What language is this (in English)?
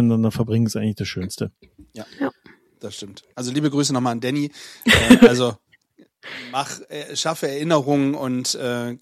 German